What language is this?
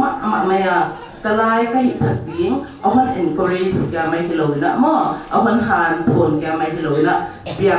Paite Chin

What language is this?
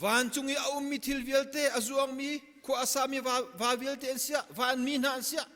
Hakha Chin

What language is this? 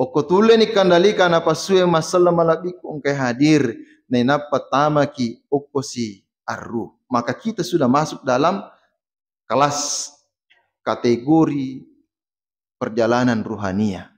Buginese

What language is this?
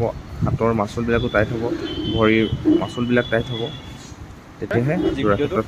Assamese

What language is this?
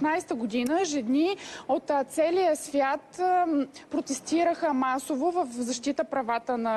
Bulgarian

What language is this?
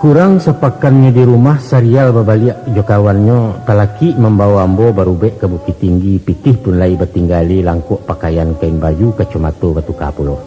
Minangkabau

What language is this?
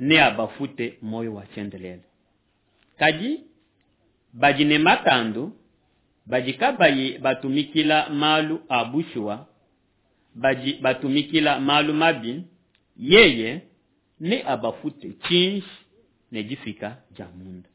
Luba-Lulua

